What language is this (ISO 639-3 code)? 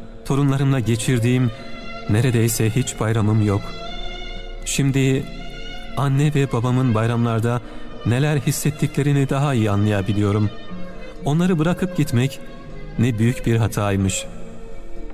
tur